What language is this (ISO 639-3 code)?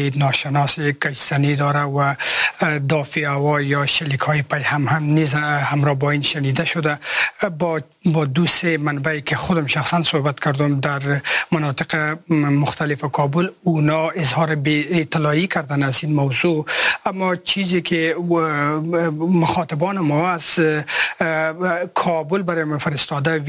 fas